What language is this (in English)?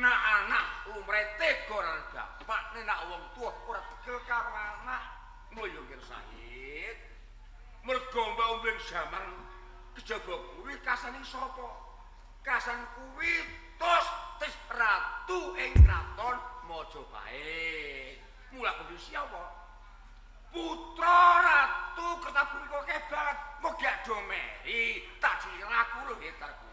Javanese